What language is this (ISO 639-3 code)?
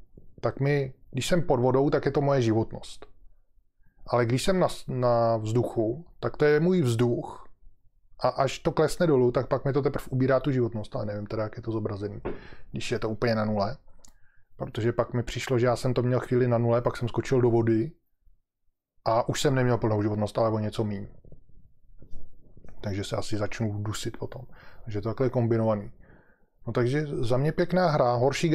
ces